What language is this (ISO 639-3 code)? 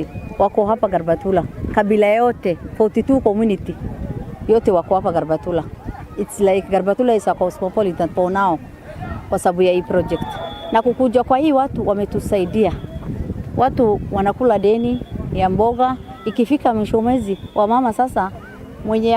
mer